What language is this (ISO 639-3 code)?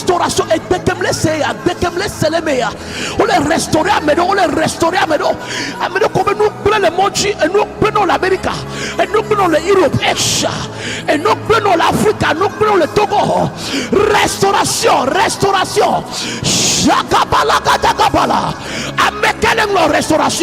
ewe